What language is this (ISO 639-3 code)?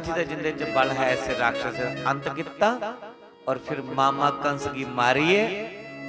doi